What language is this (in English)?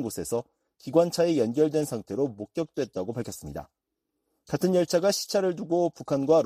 Korean